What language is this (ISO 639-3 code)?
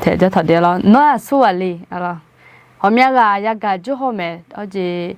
ahk